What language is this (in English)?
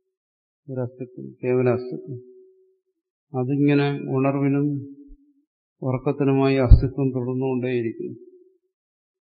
Malayalam